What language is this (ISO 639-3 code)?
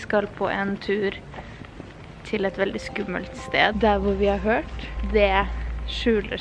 nor